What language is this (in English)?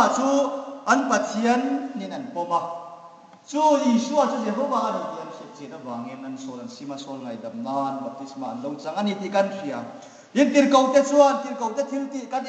Hmar